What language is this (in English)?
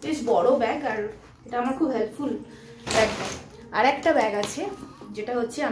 Bangla